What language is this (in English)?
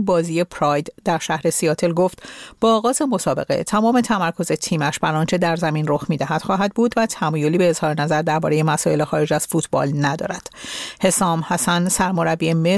Persian